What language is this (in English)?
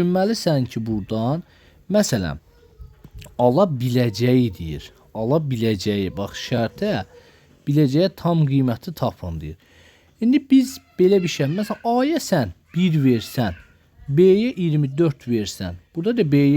Azerbaijani